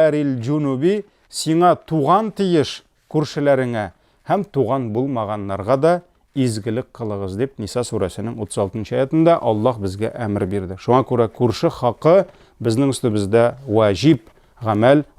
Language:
Tatar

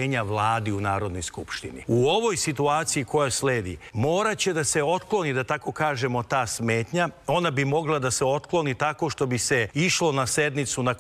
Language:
Serbian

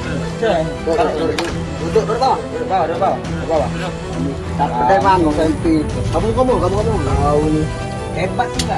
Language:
Musi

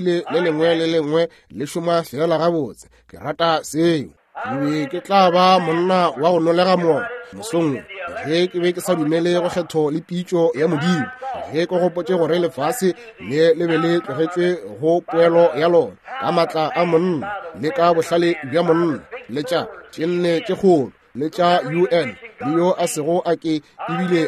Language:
Northern Sotho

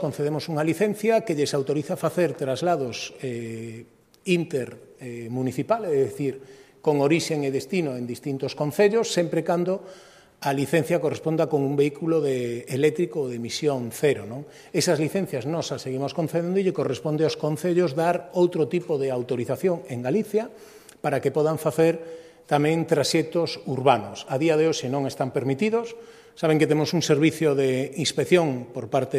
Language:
Galician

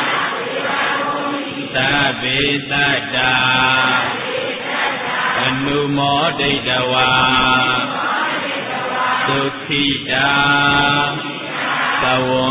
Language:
Burmese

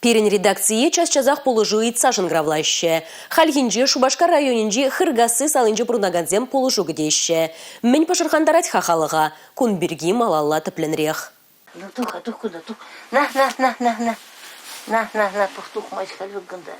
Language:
Chuvash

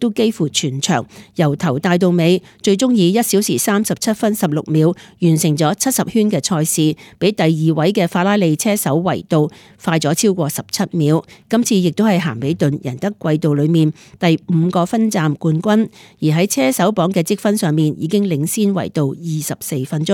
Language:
Cantonese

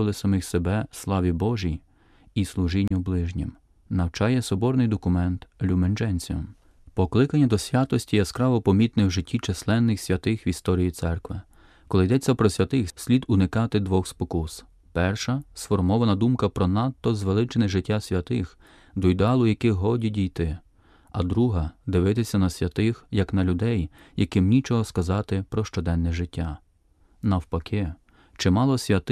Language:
Ukrainian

